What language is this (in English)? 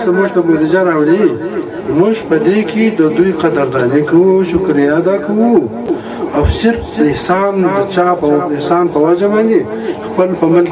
Pashto